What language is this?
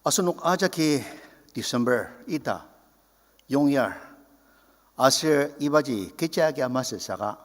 Ao Naga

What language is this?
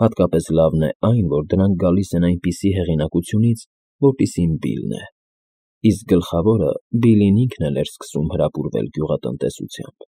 Armenian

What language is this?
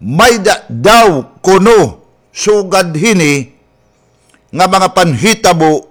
Waray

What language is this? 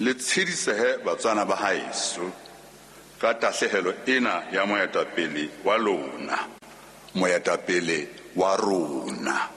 Southern Sotho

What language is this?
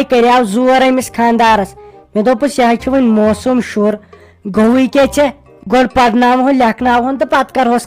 Kashmiri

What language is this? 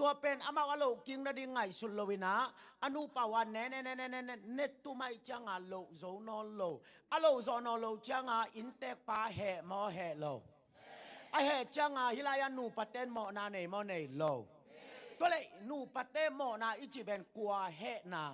Tedim Chin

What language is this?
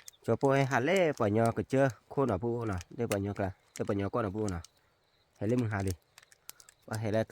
S'gaw Karen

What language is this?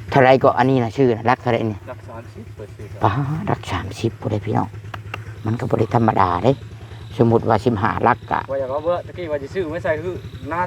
Northeastern Thai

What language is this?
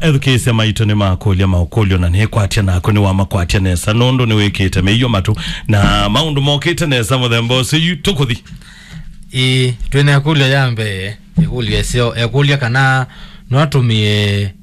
Kamba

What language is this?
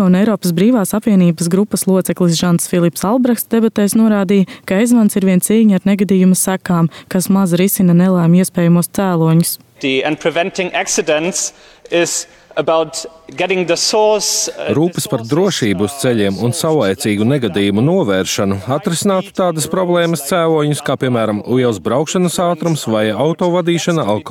Latvian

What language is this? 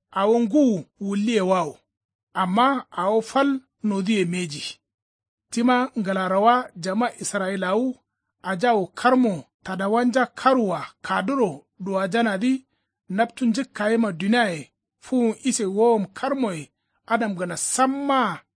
Kanuri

